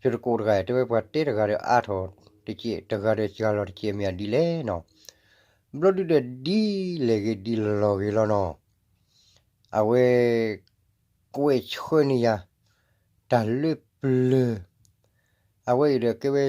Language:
S'gaw Karen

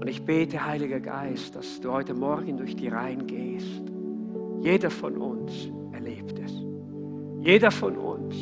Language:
Swiss German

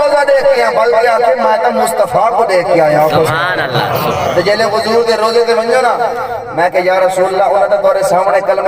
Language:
Saraiki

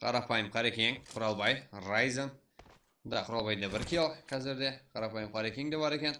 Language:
Kara-Kalpak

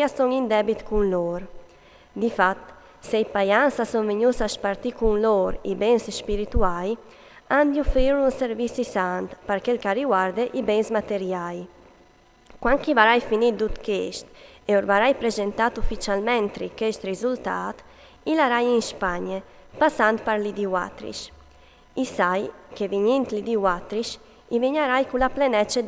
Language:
Friulian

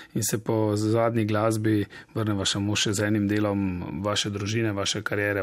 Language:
Slovenian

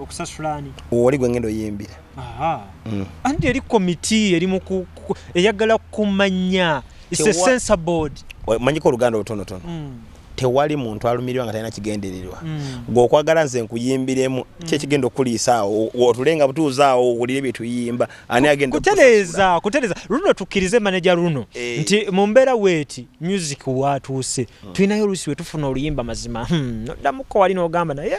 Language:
Ganda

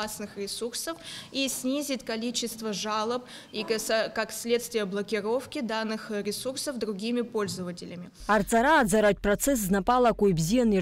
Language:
Abkhazian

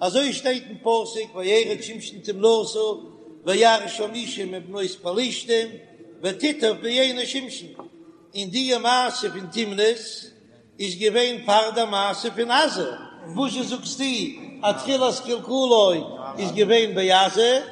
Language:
Yiddish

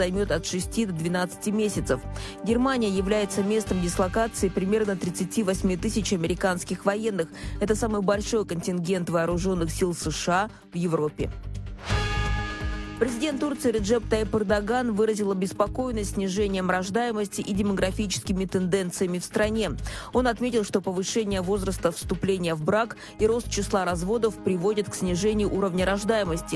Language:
Russian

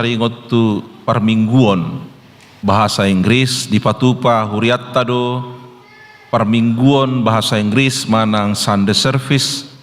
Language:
Batak Toba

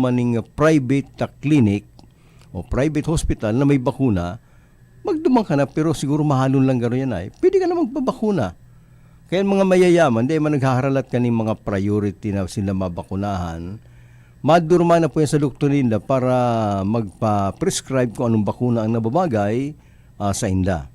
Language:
Bikol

